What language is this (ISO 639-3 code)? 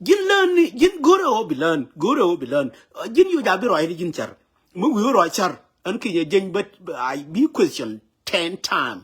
nus